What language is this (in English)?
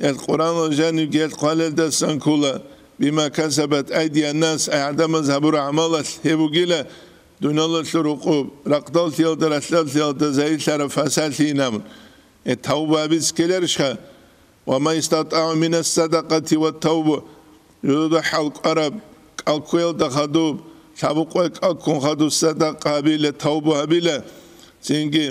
Avaric